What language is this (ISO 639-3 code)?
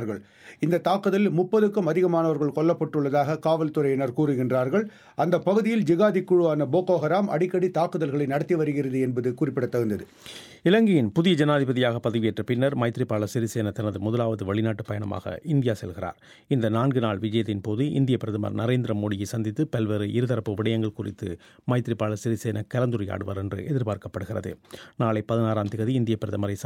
tam